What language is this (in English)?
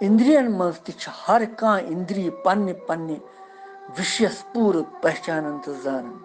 Kashmiri